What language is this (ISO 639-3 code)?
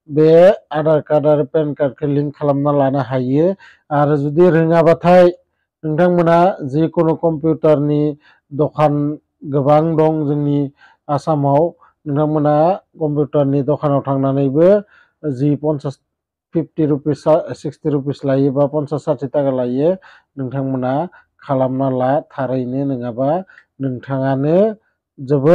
brx